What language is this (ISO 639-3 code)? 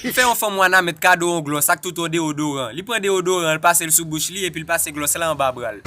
hat